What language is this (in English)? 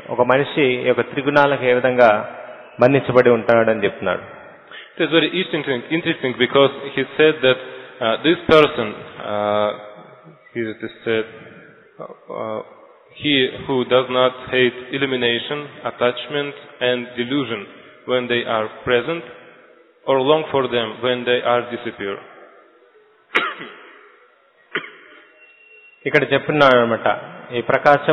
Telugu